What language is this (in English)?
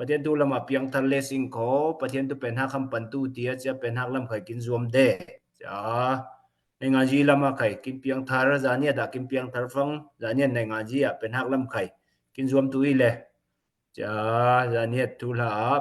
Falam Chin